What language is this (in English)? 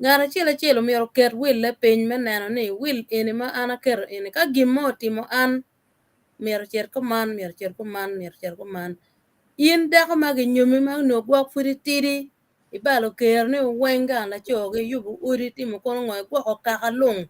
Acoli